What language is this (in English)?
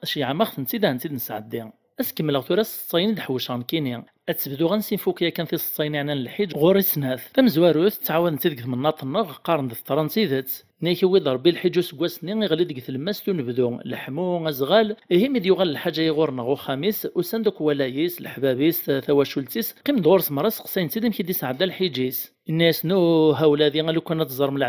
Kabyle